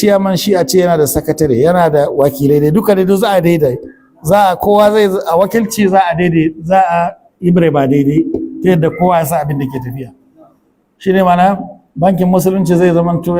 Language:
Hausa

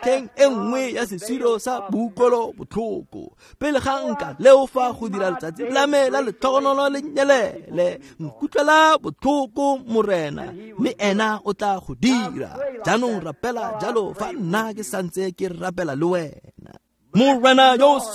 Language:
Tswana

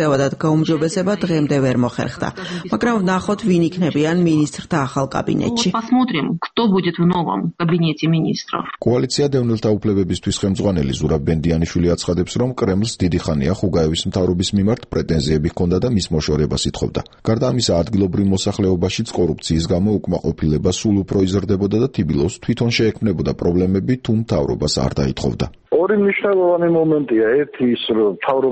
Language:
Georgian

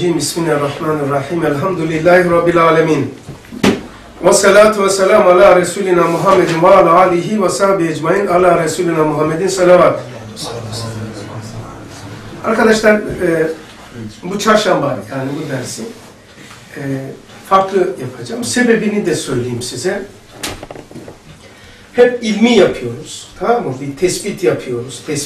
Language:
Turkish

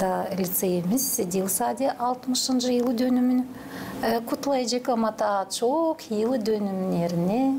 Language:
Gagauz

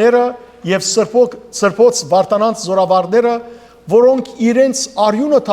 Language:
Western Armenian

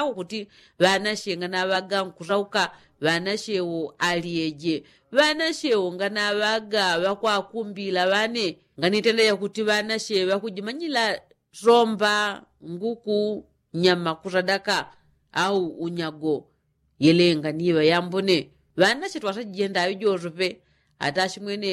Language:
Yao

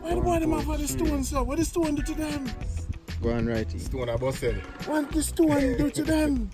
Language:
Jamaican Creole English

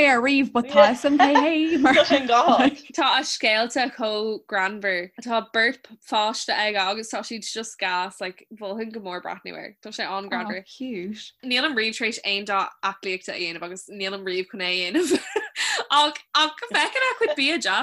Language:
Irish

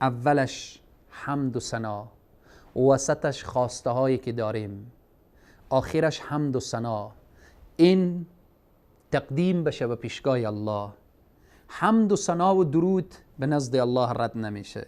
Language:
Persian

